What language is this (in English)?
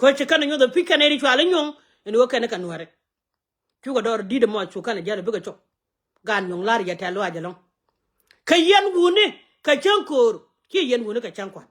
Nuer